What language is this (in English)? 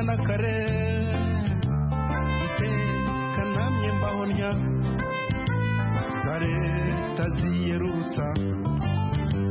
Kinyarwanda